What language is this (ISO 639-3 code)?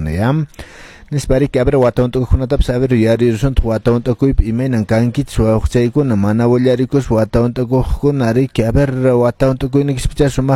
que